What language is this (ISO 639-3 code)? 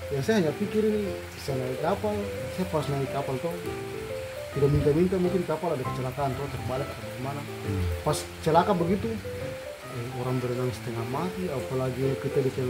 ind